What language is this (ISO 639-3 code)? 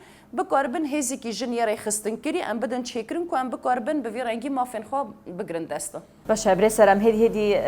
kur